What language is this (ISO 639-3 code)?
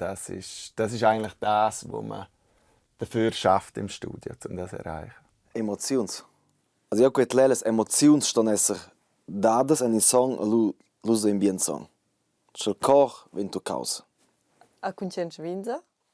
roh